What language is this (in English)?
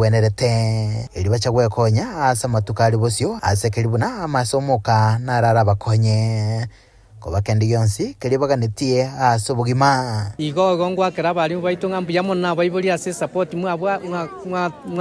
Gusii